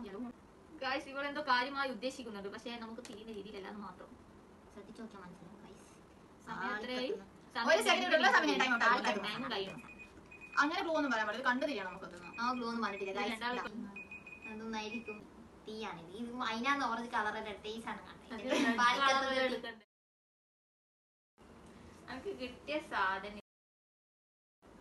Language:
Malayalam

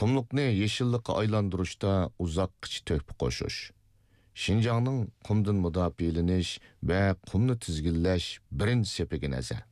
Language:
Uyghur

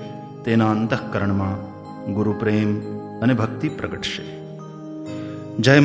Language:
Gujarati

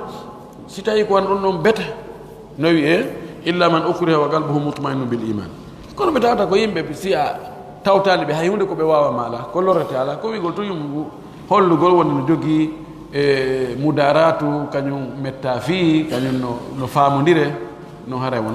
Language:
Pular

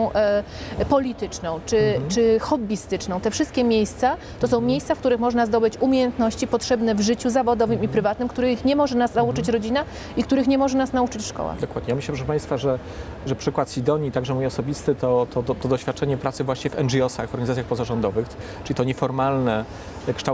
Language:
Polish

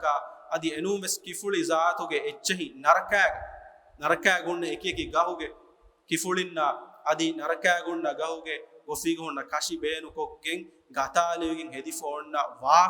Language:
Divehi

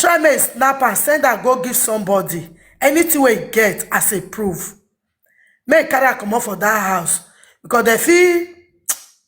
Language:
Nigerian Pidgin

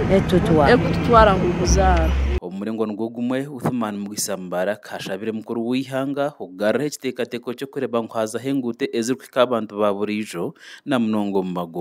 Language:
Nyankole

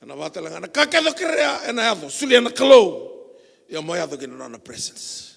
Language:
Fijian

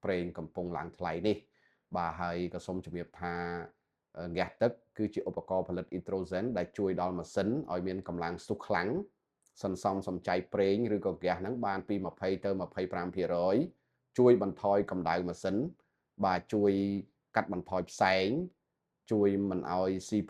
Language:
Khmer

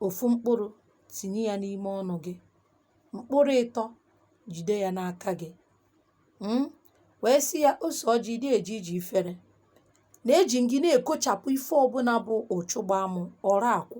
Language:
Igbo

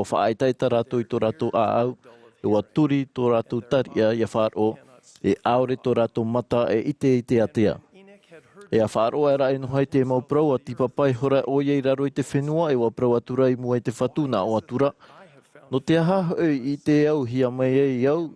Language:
Tahitian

